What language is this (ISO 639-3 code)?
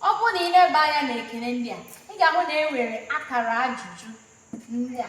ibo